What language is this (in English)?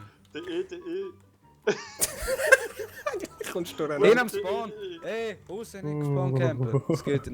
Swiss German